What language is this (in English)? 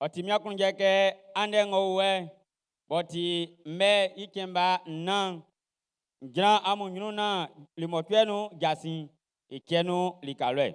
Baoulé